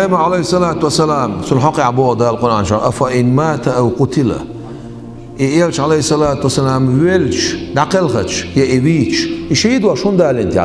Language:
Chechen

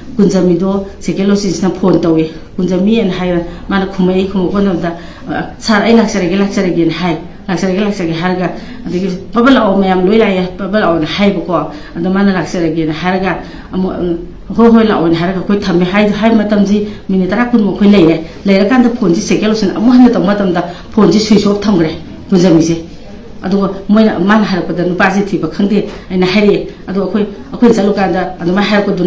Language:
Manipuri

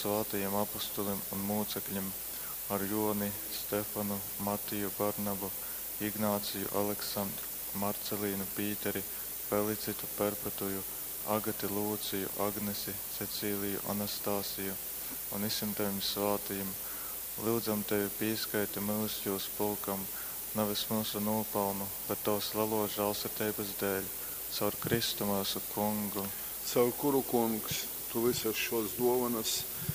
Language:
Latgalian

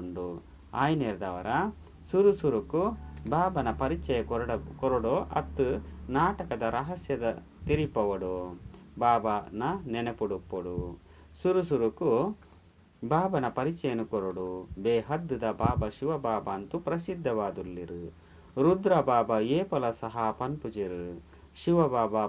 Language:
Tulu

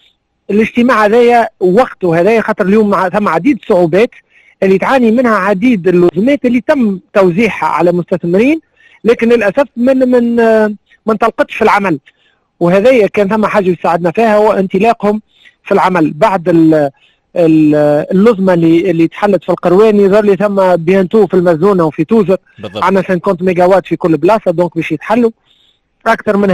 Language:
Tunisian Arabic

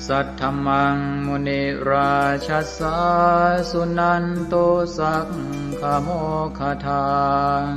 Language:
Pali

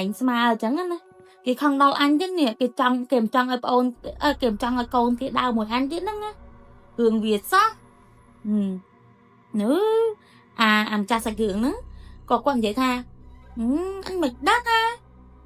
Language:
Khmer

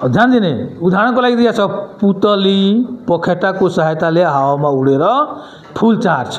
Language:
Nepali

